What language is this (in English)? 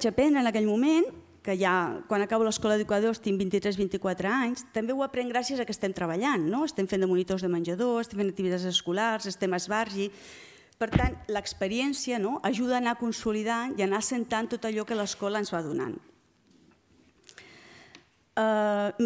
Catalan